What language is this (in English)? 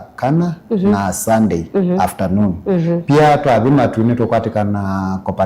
Kamba